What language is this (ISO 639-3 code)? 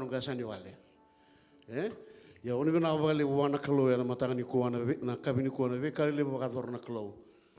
fij